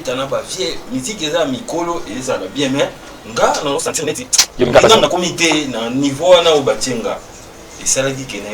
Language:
Lingala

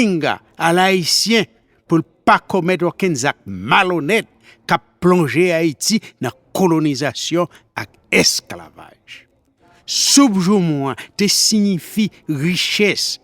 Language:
Haitian Creole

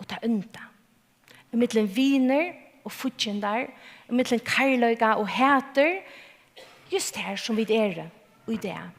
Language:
Faroese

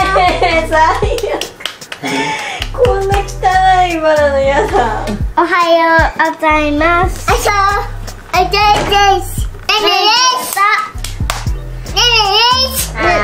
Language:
Japanese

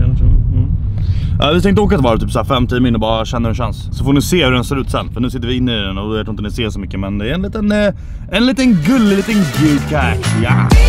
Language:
Swedish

